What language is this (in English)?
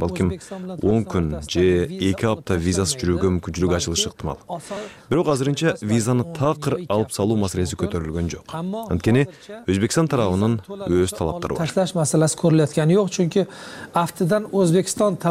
Kyrgyz